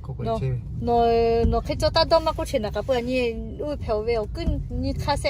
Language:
Lahu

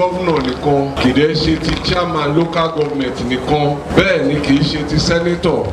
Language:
Yoruba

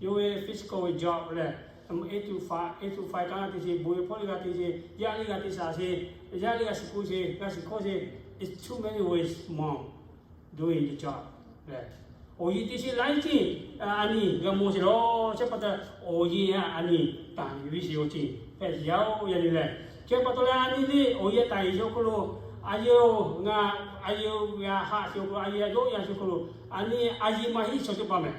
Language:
Lahu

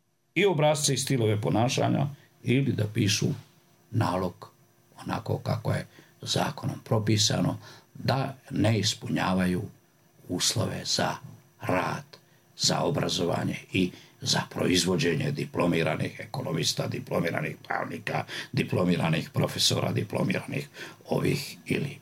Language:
Serbian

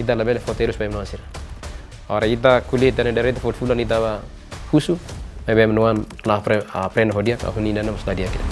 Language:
Tetum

